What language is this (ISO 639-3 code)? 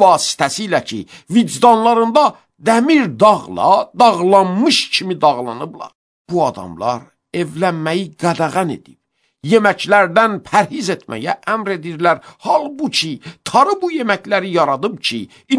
aze